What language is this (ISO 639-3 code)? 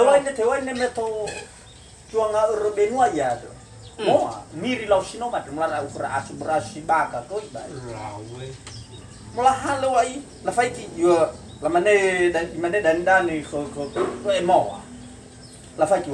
nia